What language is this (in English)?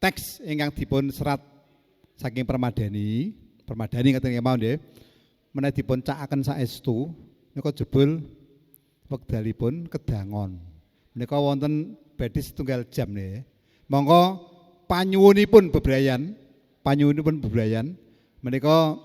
Javanese